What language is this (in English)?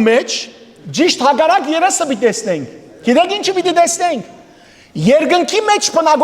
Western Armenian